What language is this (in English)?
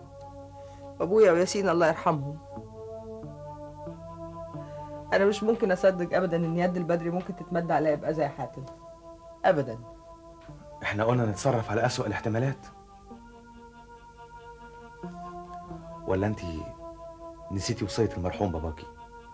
Egyptian Arabic